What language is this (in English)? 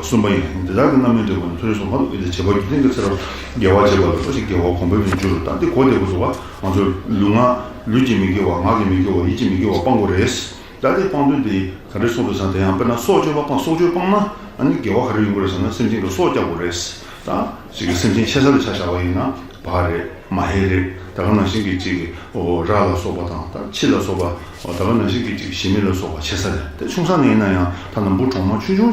Tibetan